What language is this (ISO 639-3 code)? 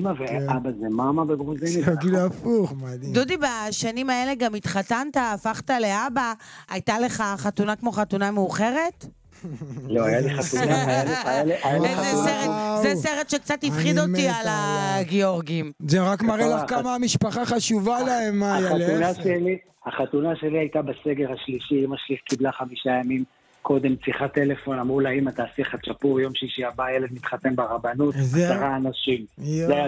heb